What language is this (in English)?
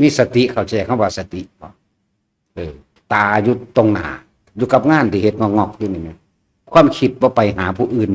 Northeastern Thai